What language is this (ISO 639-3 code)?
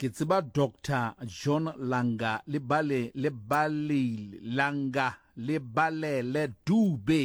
sot